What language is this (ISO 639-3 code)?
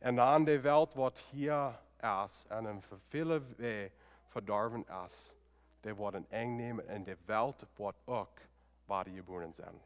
pdt